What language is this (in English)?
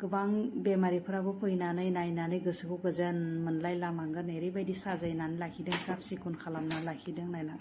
Bodo